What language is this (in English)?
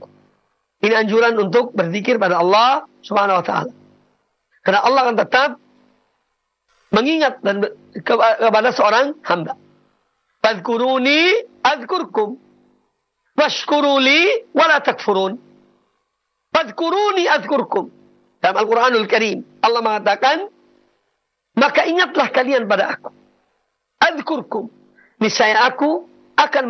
Indonesian